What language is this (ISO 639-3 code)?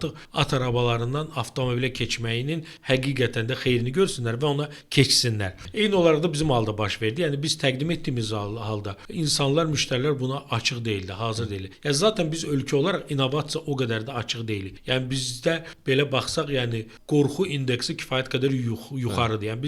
aze